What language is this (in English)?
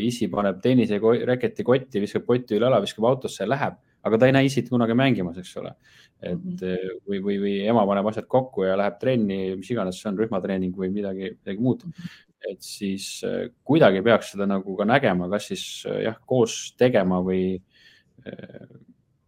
Estonian